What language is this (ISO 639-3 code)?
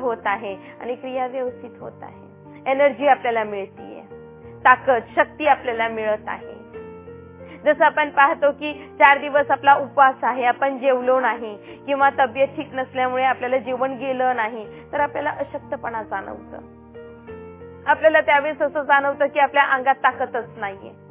mar